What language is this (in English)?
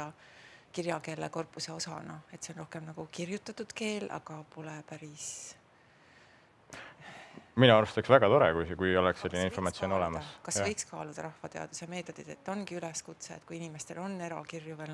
Estonian